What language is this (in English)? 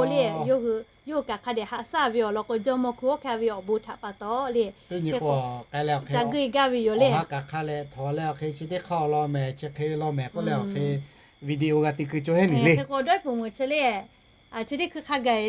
Lahu